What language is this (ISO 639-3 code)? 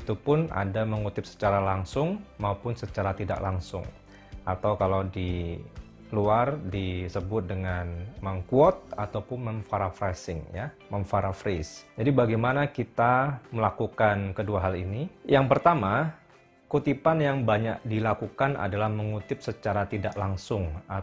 ind